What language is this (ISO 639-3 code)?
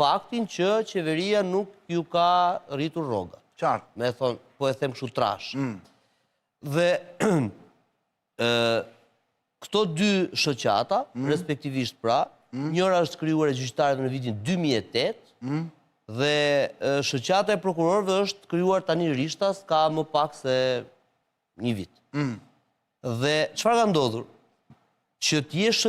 sqi